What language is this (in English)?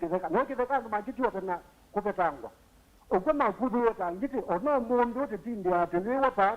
Kamba